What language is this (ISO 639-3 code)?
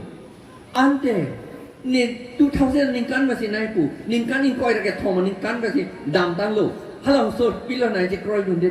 mjw